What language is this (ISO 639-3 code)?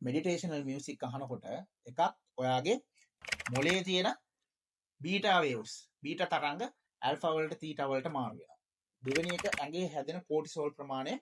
sin